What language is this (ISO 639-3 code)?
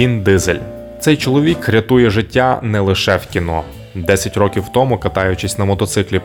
ukr